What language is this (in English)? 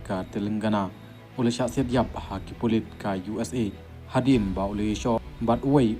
Khasi